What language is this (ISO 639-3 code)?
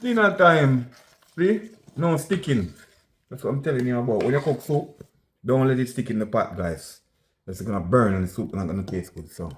jam